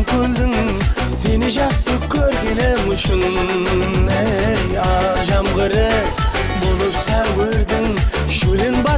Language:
Kara-Kalpak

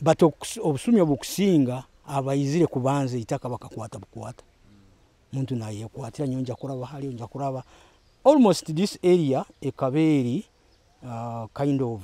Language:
Nyoro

